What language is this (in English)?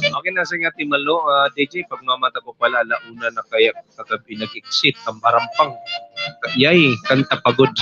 Waray